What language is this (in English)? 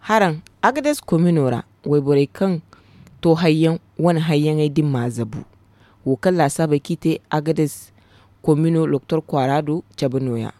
Zarma